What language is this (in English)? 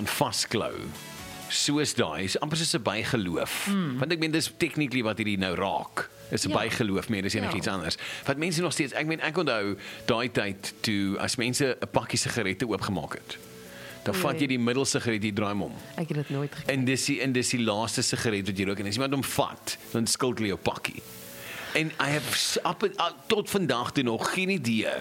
Afrikaans